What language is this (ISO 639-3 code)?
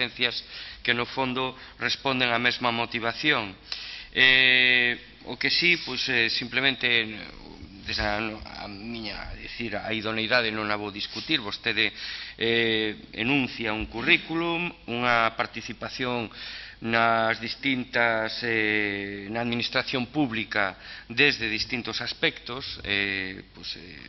glg